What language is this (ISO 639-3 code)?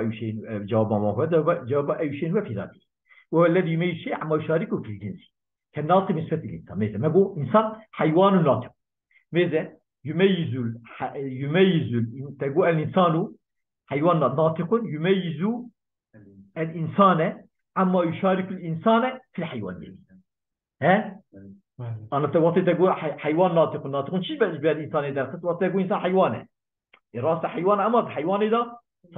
kur